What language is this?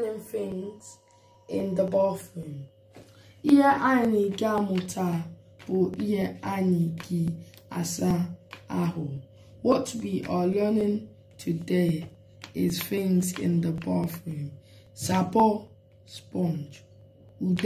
Igbo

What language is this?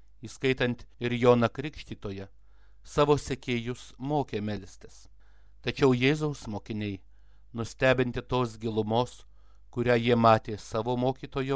Lithuanian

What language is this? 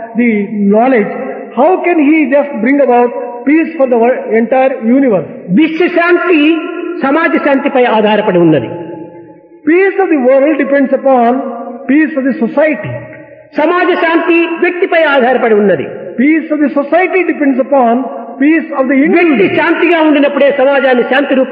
Telugu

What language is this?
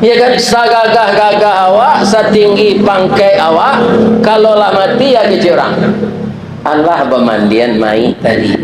Minangkabau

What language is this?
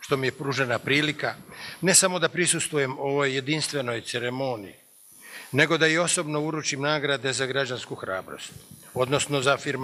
Croatian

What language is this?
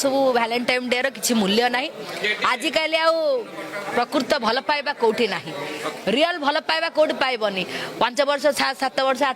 Odia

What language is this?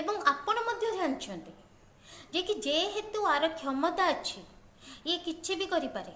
Odia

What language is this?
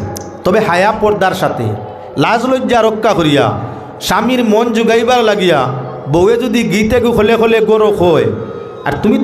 Sylheti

